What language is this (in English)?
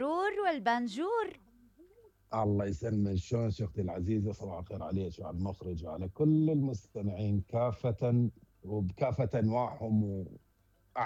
Mesopotamian Arabic